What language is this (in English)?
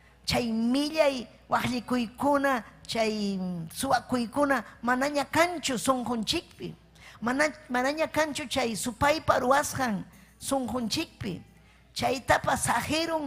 Ayacucho Quechua